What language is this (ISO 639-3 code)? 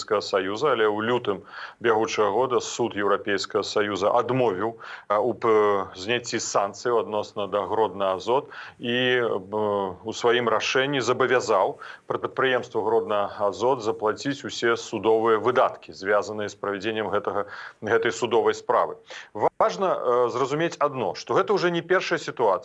bel